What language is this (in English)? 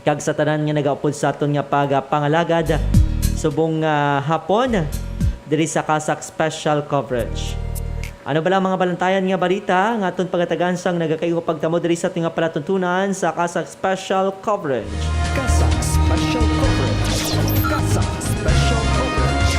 Hiligaynon